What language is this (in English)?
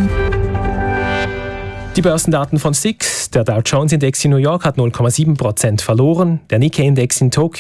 German